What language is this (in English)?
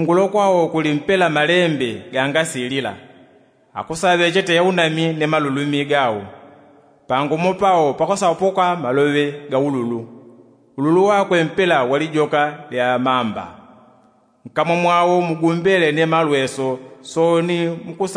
Yao